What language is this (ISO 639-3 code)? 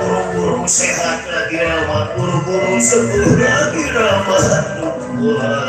bew